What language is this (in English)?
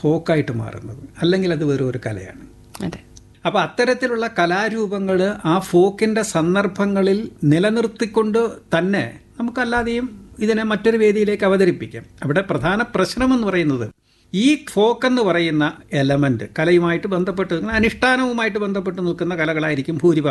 Malayalam